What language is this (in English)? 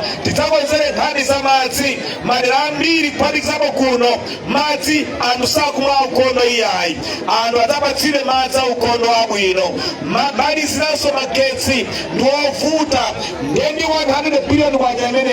Nyanja